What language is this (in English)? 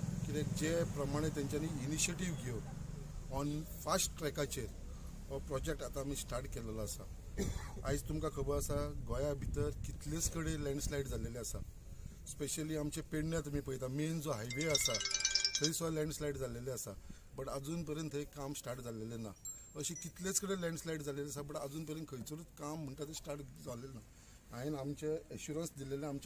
Konkani